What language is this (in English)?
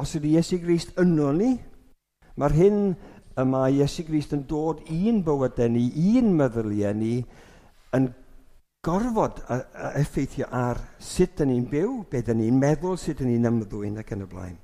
Welsh